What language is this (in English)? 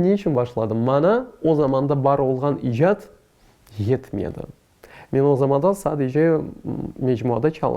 Crimean Tatar